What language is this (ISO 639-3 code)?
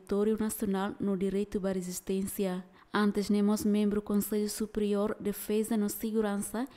tet